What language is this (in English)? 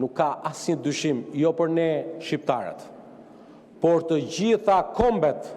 Albanian